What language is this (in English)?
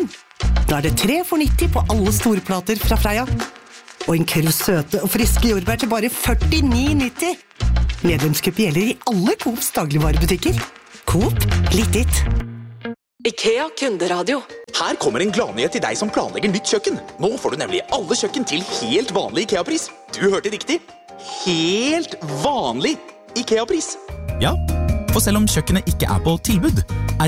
Norwegian